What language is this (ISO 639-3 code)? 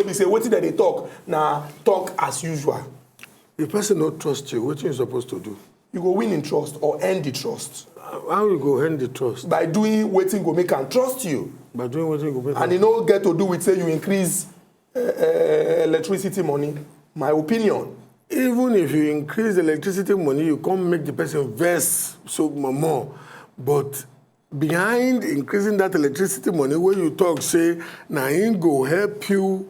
pcm